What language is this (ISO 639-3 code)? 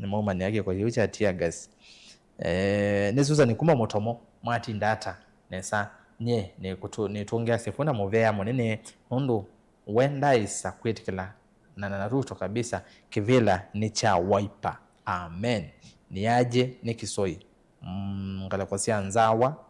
kam